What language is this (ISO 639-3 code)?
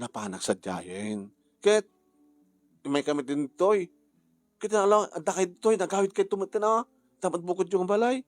ilo